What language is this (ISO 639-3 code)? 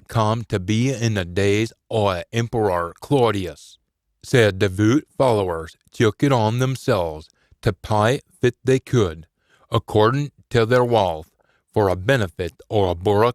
sco